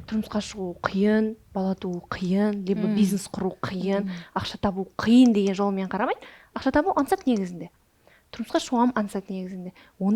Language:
Kara-Kalpak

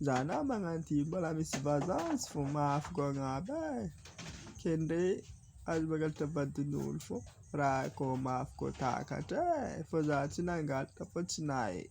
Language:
Malagasy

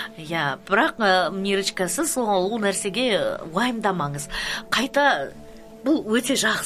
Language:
Kazakh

